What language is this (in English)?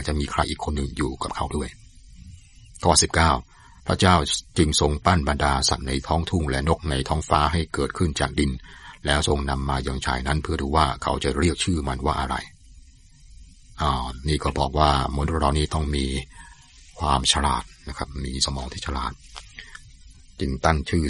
Thai